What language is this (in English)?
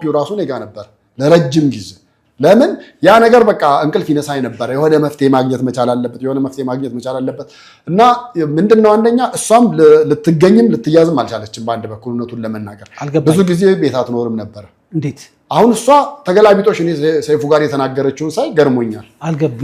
Amharic